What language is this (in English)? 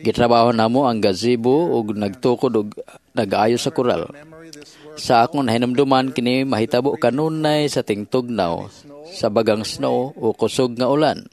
Cebuano